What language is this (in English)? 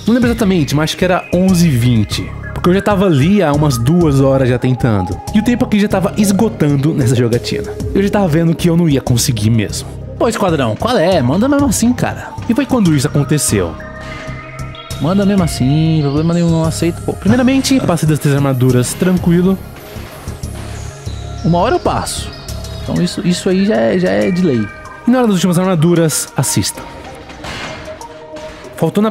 Portuguese